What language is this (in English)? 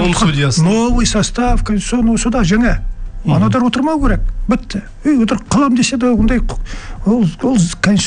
Kazakh